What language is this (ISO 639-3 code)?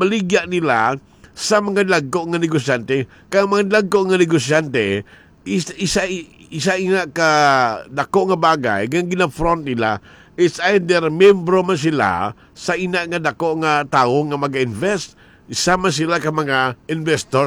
hil